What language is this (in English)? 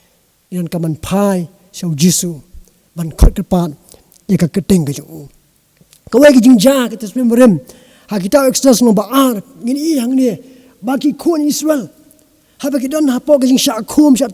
Khasi